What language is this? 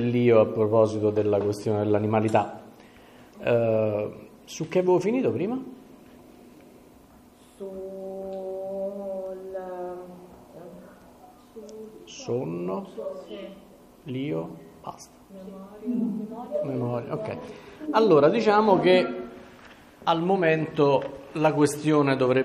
Italian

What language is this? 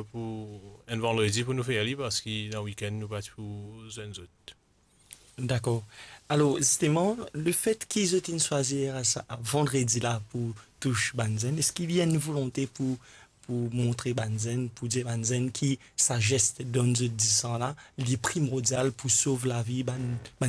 Morisyen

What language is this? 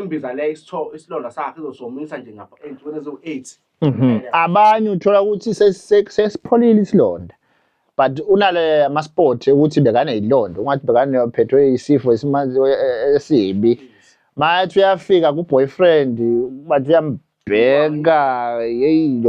Zulu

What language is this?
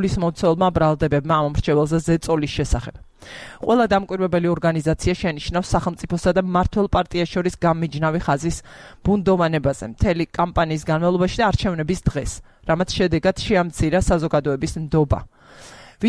Georgian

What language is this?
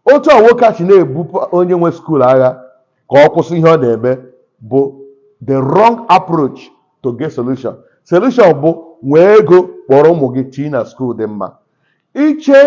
Igbo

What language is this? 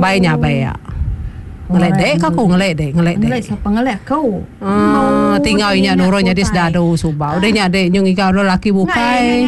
Iban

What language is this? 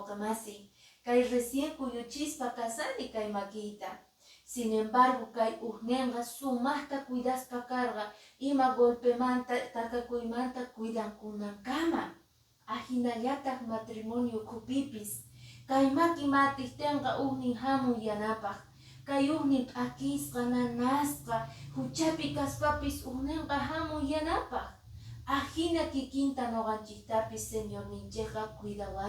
Quechua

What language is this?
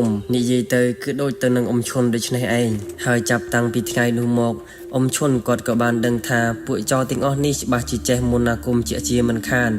Khmer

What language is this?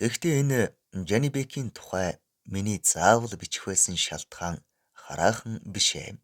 Mongolian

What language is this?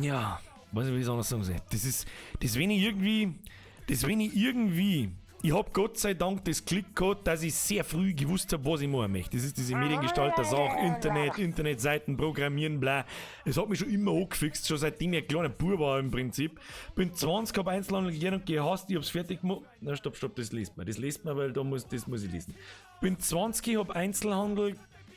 Bavarian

